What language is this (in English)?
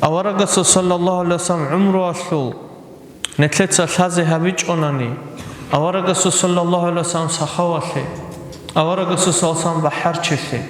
Avaric